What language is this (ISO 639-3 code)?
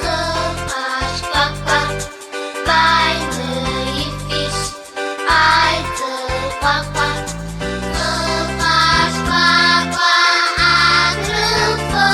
abk